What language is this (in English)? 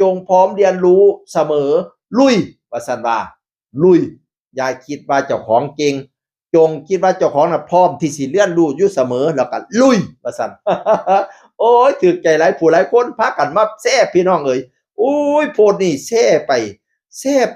Northeastern Thai